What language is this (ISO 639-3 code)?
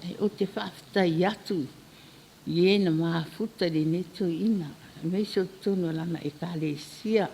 smo